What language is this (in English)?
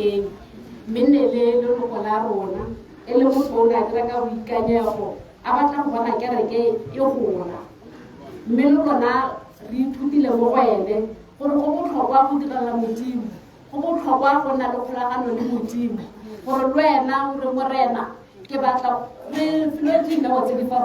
Tswana